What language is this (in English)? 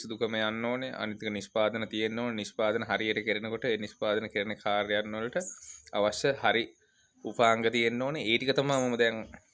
Sinhala